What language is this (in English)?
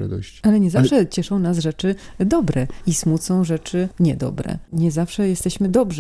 Polish